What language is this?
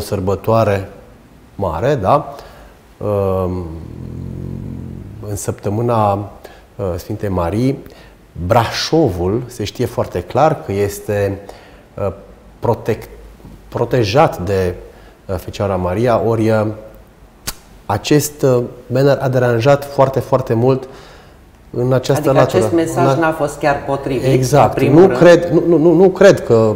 Romanian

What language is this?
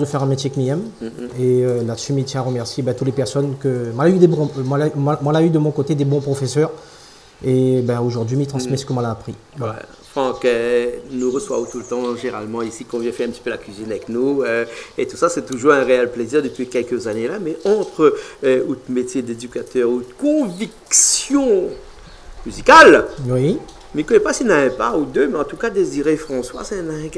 Réunion Creole French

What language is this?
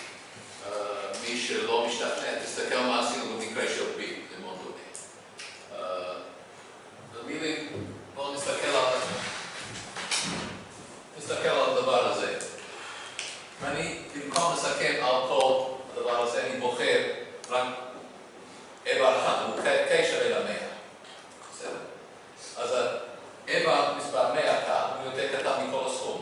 Hebrew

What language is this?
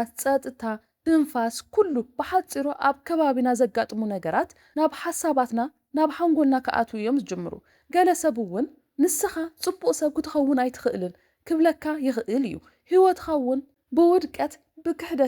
Tigrinya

